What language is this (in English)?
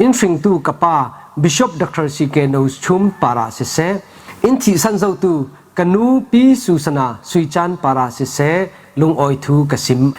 Falam Chin